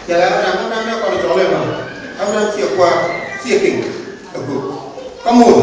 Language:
Nuer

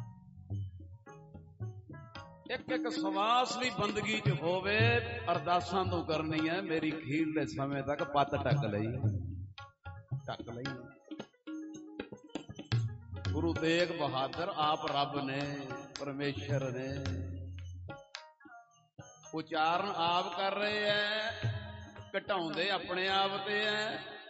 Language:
Punjabi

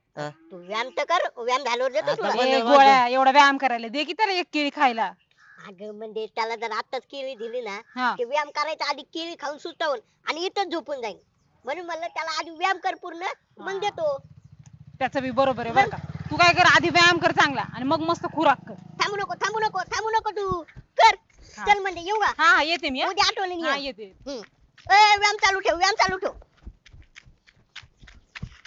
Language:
Marathi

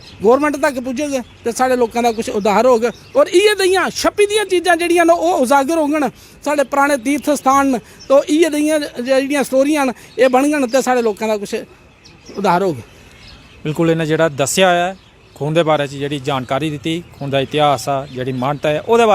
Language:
Dogri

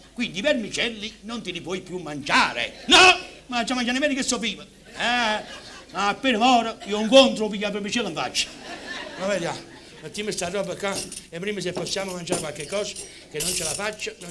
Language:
Neapolitan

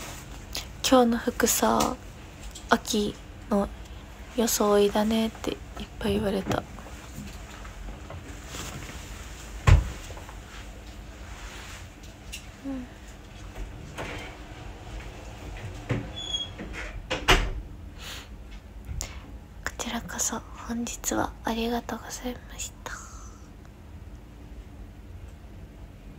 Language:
Japanese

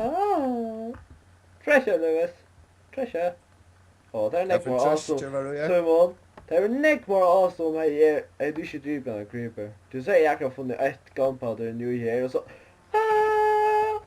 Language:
Faroese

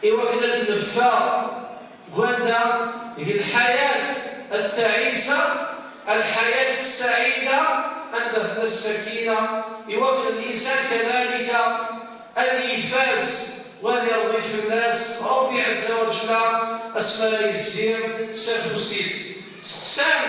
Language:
Kabyle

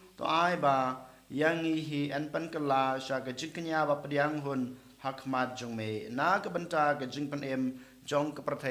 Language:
Khasi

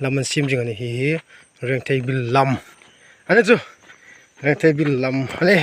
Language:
Hmar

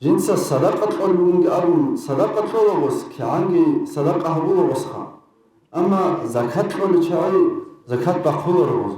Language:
Avaric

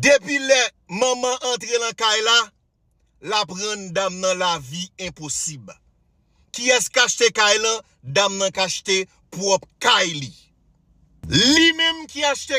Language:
Haitian Creole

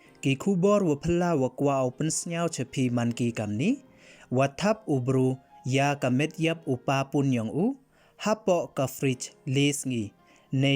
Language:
Pnar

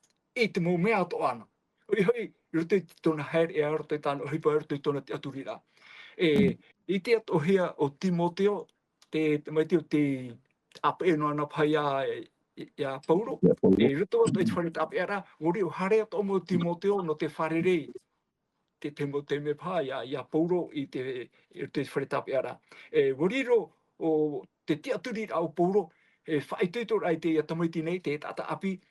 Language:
Tahitian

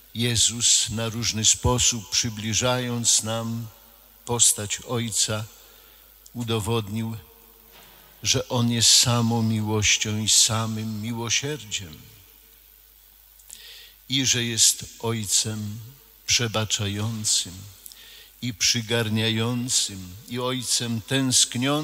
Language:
Polish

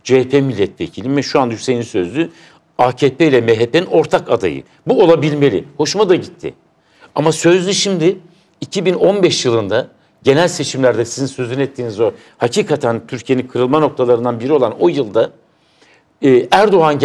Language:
Turkish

